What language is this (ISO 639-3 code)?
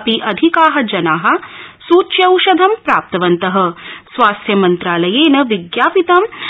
san